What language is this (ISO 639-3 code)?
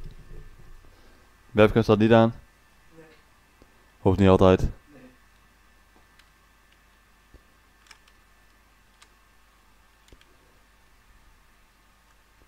nld